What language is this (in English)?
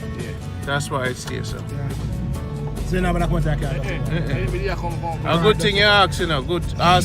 Jamaican Creole English